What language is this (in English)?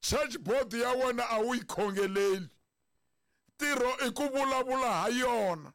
Tsonga